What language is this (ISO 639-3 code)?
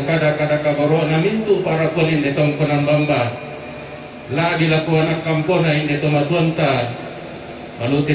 sda